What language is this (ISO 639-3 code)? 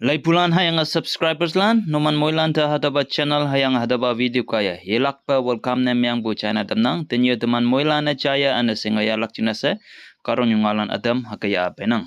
nbe